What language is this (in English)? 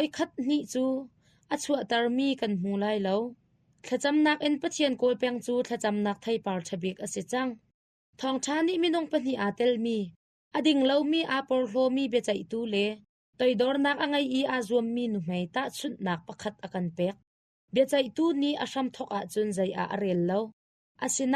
Hakha Chin